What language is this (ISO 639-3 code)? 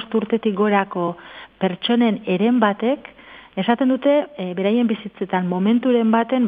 eus